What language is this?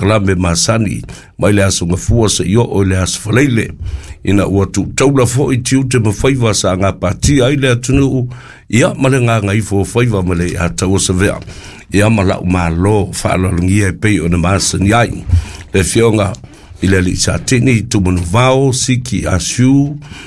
Samoan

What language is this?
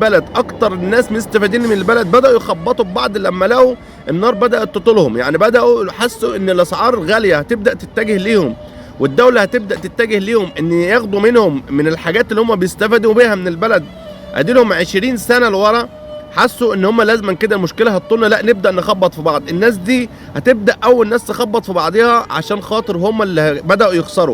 Egyptian Arabic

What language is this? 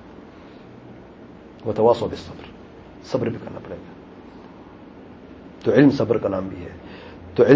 Urdu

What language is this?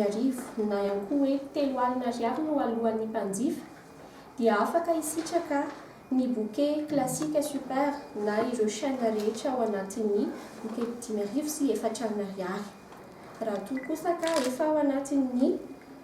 Malagasy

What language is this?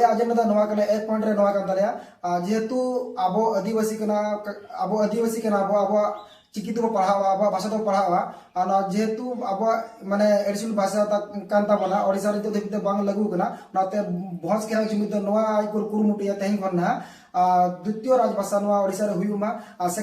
Santali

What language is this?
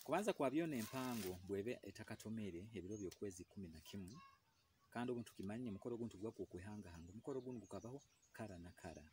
Nyoro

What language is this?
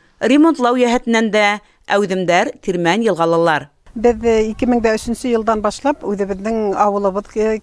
Bashkir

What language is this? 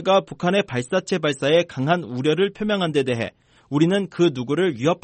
Korean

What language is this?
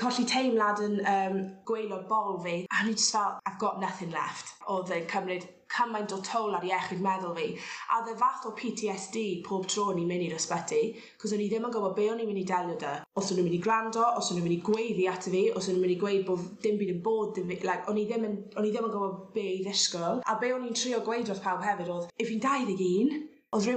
Welsh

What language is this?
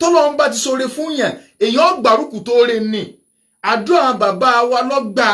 Yoruba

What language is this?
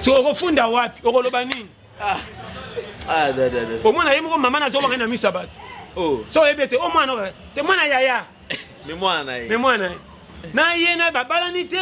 Lingala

